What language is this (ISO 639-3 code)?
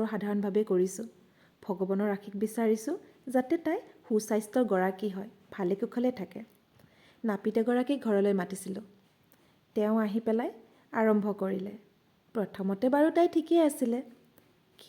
asm